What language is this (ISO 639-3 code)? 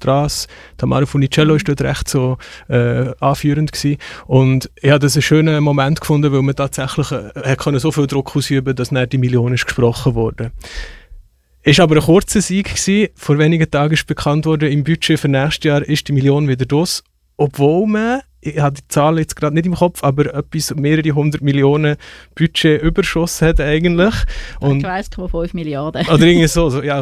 deu